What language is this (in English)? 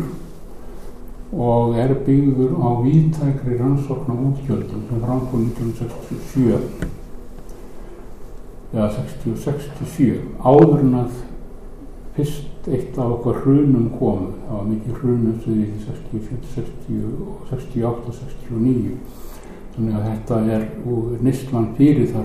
Icelandic